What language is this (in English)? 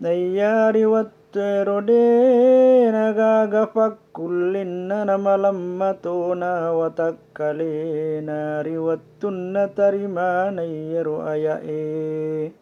Buginese